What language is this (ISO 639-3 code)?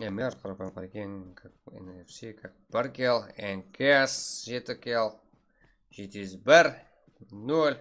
kaa